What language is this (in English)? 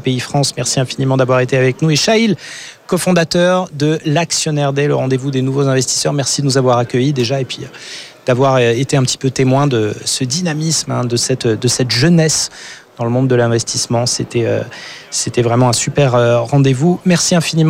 French